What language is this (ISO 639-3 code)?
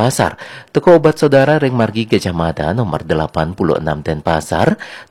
ban